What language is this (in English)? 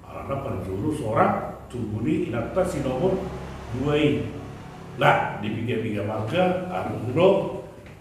Batak Toba